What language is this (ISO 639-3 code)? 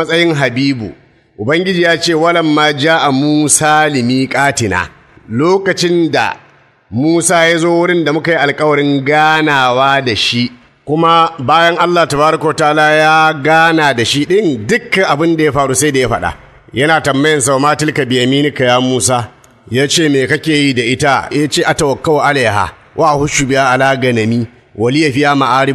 hau